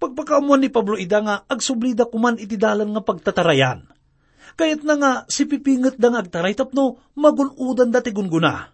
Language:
Iloko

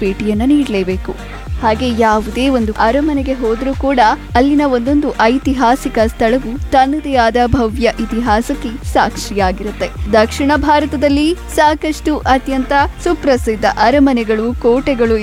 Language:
Kannada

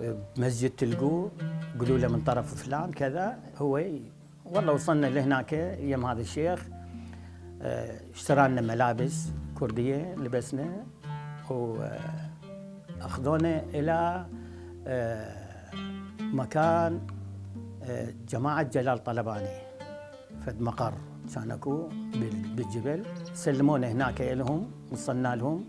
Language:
Mesopotamian Arabic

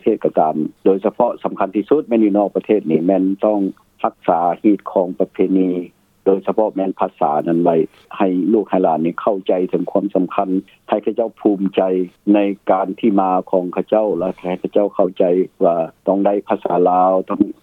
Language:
Lao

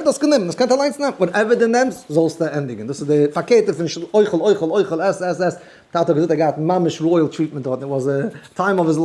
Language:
Yiddish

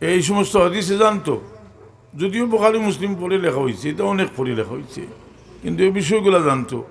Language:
Sylheti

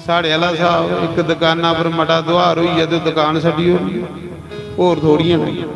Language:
Dogri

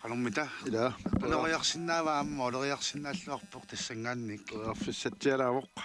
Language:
Kalaallisut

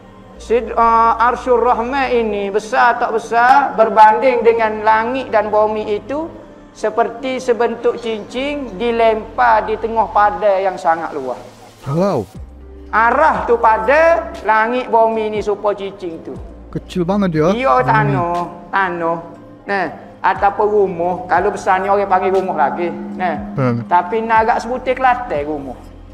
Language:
Malay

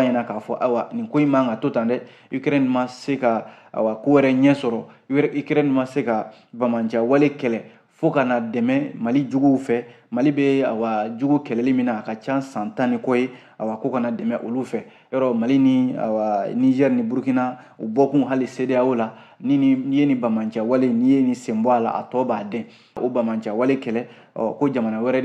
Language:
Bambara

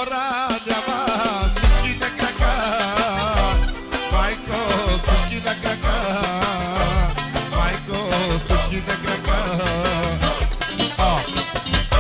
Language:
Bulgarian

